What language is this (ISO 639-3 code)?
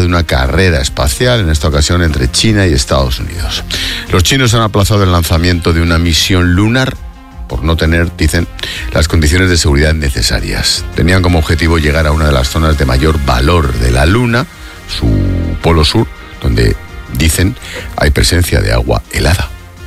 spa